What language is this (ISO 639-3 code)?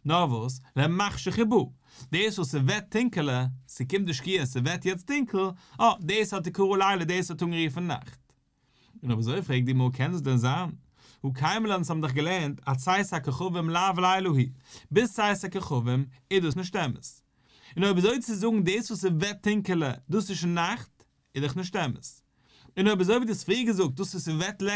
yid